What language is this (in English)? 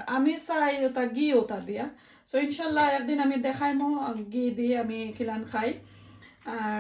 Sylheti